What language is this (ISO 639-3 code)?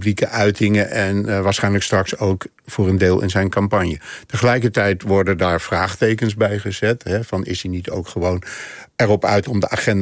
nld